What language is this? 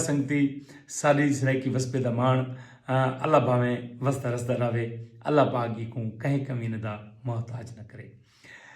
Saraiki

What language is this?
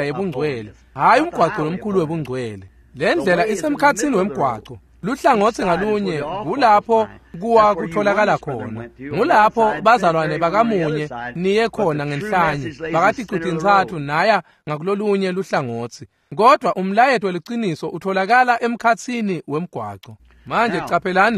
Swati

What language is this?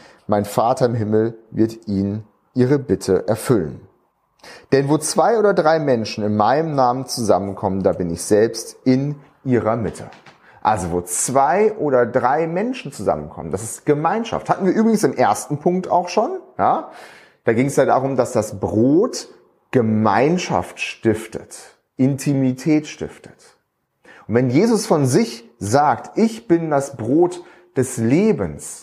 German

